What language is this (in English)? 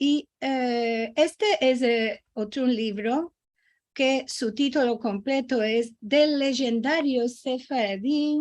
Ladino